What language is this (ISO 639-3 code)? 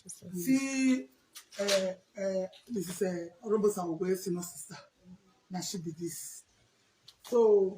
pcm